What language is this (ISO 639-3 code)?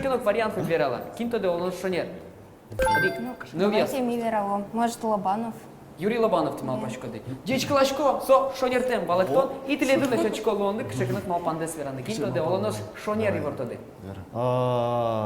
udm